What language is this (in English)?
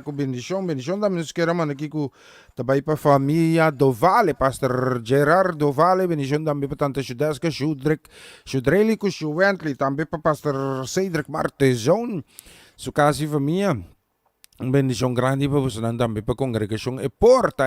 Papiamento